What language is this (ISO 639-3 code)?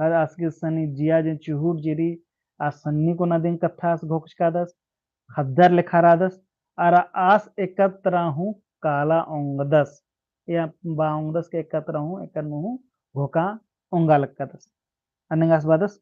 kru